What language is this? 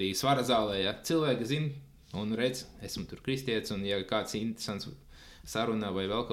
Latvian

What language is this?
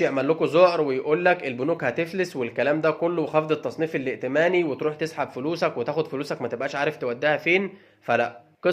Egyptian Arabic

